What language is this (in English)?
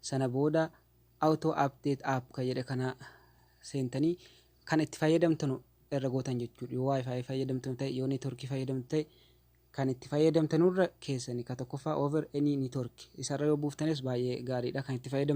Oromo